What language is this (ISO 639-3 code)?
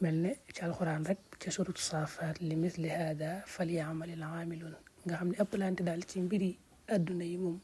wol